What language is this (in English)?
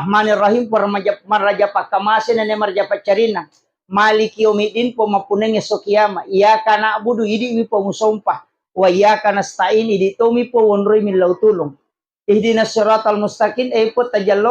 Buginese